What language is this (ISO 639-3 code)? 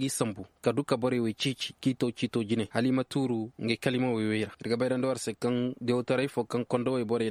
ses